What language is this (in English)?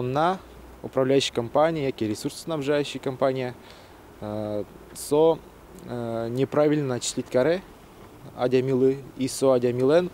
Udmurt